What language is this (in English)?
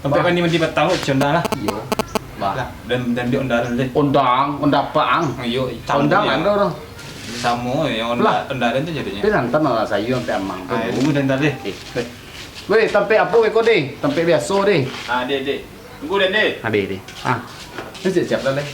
Minangkabau